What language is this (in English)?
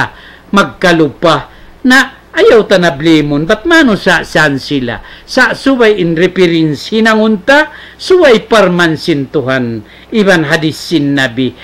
Tausug